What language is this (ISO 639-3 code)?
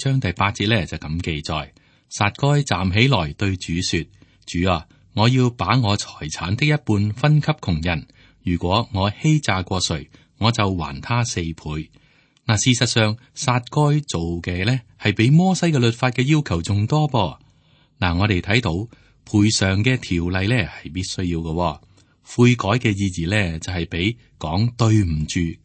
yue